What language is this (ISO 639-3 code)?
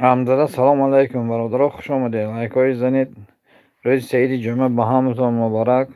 tgk